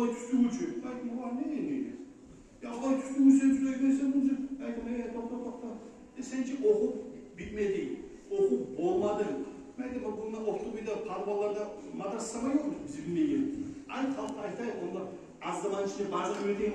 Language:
Kumyk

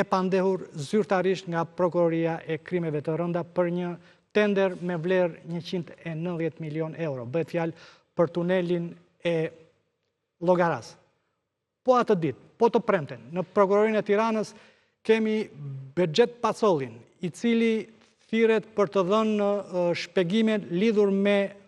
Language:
Albanian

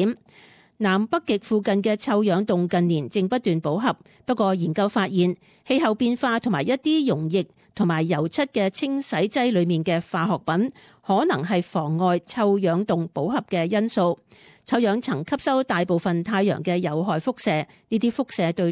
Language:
Cantonese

